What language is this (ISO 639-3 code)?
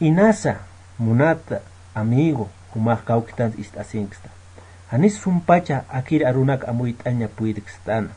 aym